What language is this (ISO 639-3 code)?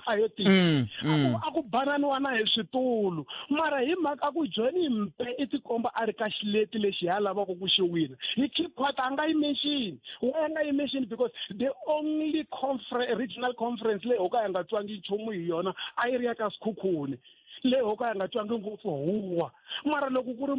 tso